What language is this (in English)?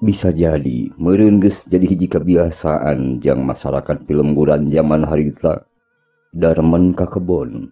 Sundanese